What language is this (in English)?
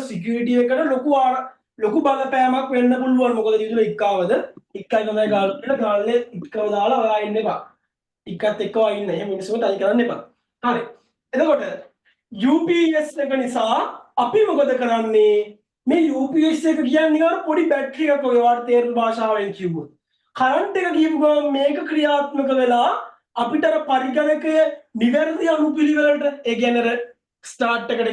Sinhala